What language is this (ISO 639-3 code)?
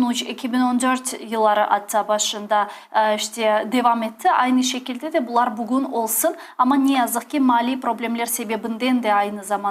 crh